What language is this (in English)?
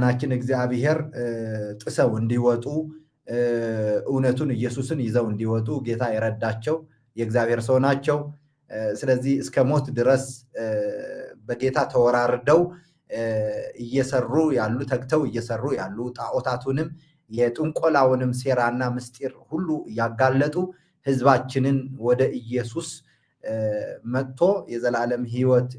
Amharic